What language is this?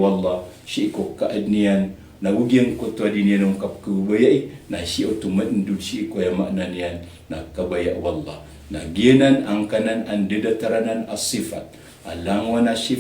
Maranao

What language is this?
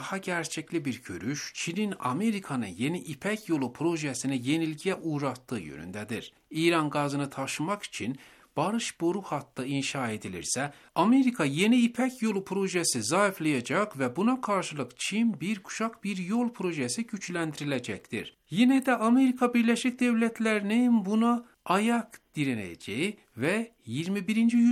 Turkish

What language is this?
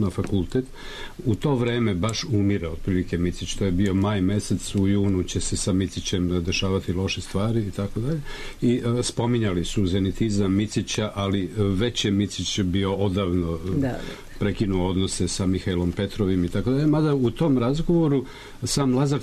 Serbian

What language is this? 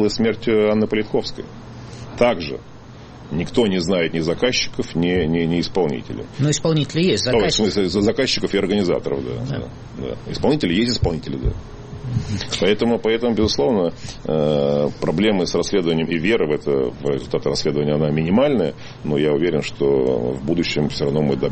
Russian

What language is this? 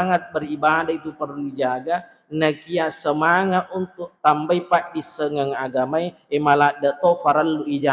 Buginese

